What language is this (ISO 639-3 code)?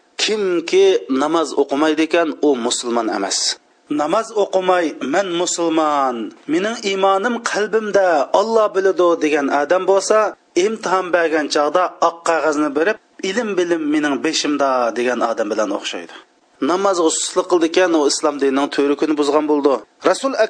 uig